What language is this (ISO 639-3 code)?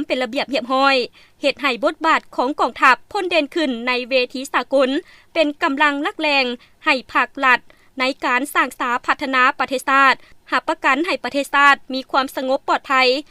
lao